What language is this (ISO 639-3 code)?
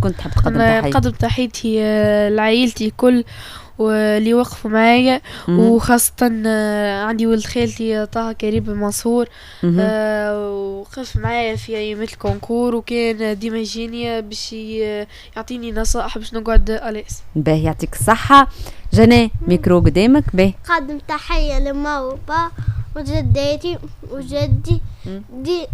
aeb